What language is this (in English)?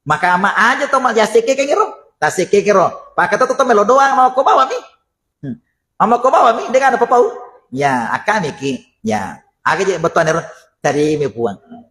Buginese